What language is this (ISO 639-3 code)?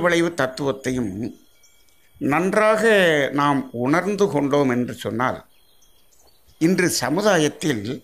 tam